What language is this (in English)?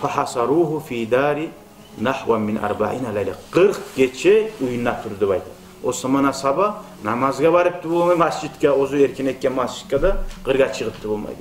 Kumyk